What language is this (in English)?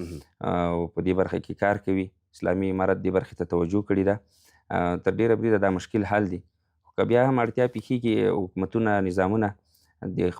Pashto